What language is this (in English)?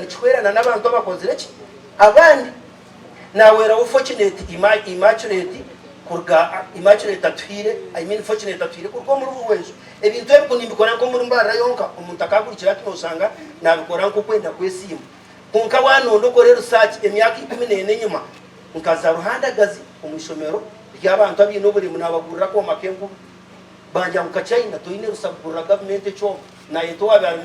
Nyankole